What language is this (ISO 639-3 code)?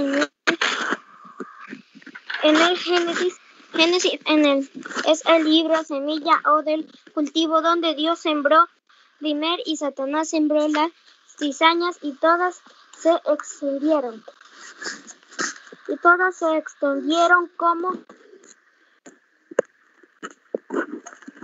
spa